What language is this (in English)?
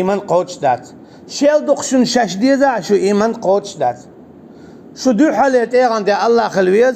Chechen